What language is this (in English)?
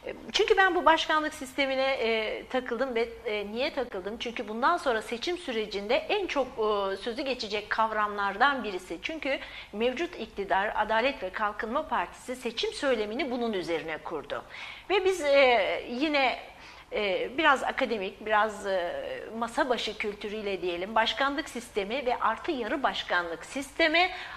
Turkish